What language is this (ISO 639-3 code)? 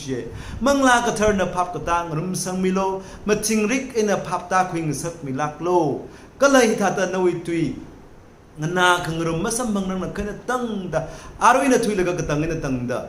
nmf